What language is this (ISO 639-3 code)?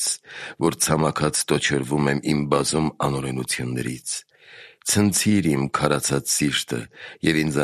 hye